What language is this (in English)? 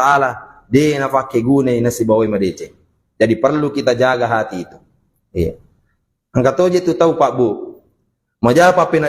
Buginese